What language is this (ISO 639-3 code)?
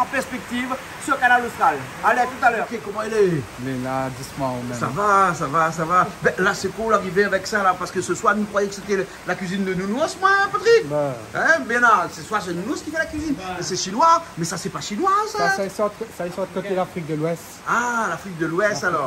rcf